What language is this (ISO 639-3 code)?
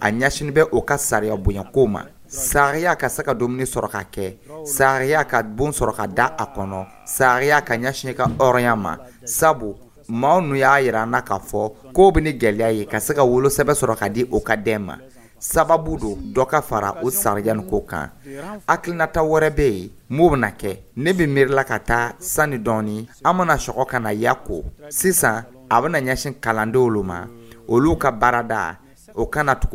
dyu